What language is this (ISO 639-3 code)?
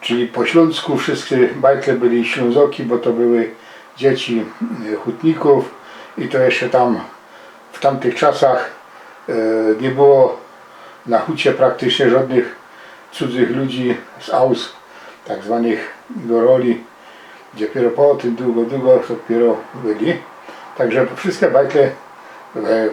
szl